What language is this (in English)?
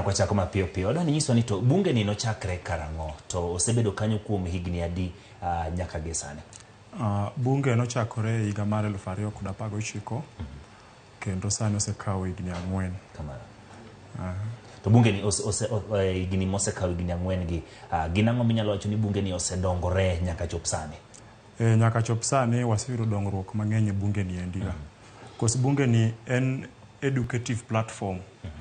Luo (Kenya and Tanzania)